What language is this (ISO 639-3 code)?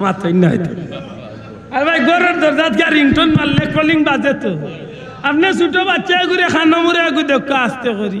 syl